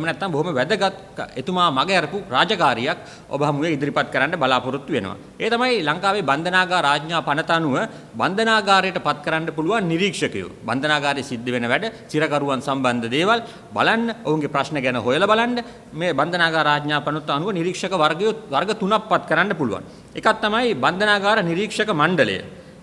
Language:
Sinhala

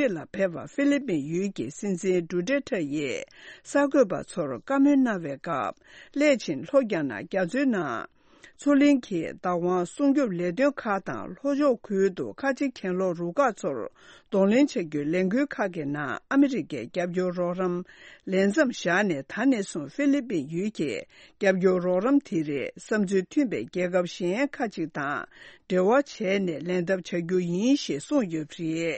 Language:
Tibetan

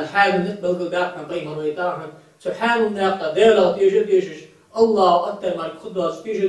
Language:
Ingush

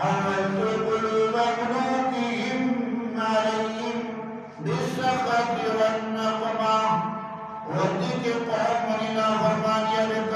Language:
Eastern Balochi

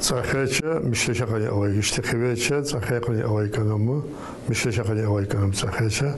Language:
Tsakhur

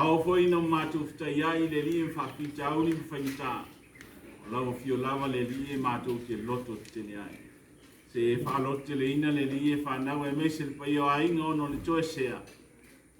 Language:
Samoan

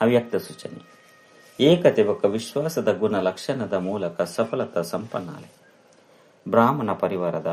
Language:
Tulu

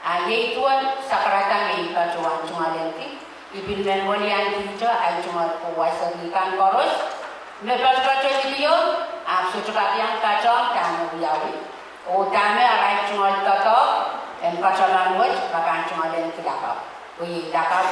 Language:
Pohnpeian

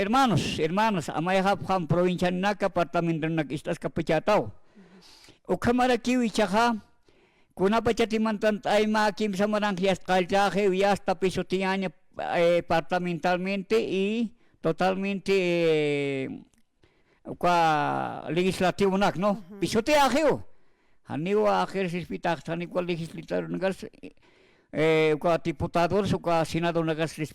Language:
Aymara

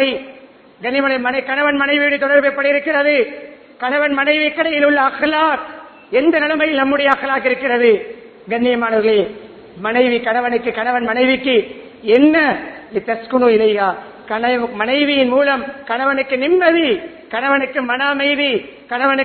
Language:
Tamil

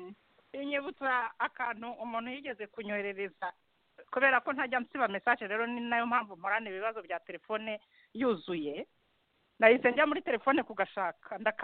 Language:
Kinyarwanda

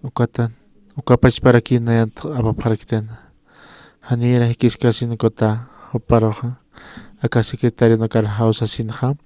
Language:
Aymara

